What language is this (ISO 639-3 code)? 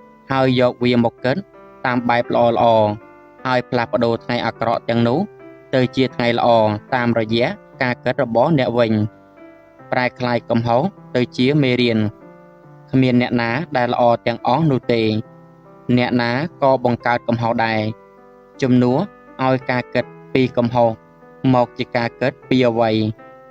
khm